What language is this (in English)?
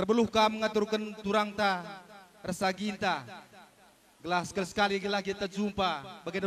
Batak Karo